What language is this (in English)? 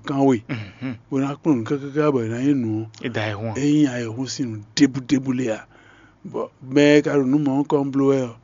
Fon